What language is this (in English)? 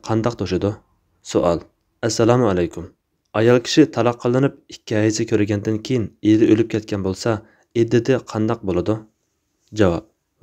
Uyghur